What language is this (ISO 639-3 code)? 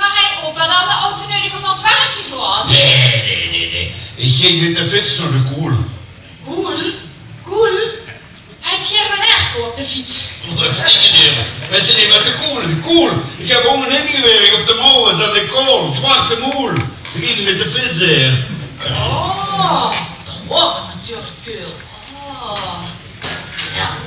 lim